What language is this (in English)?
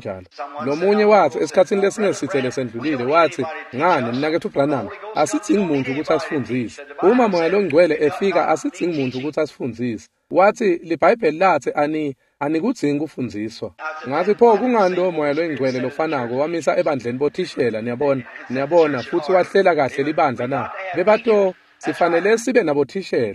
Swati